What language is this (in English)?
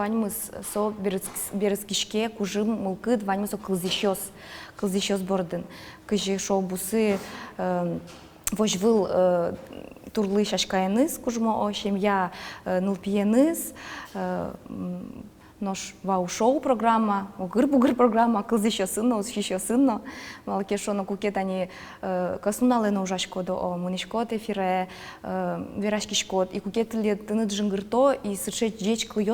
Udmurt